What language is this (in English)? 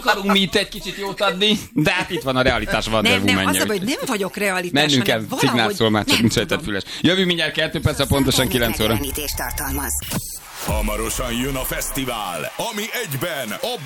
Hungarian